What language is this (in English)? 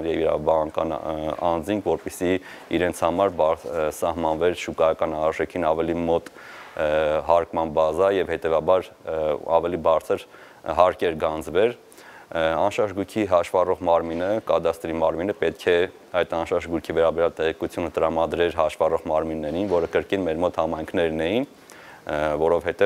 Armenian